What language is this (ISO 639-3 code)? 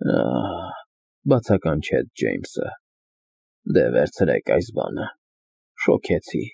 hye